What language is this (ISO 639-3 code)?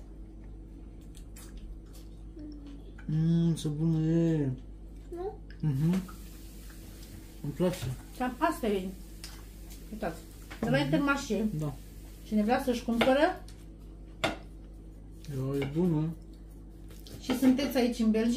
ron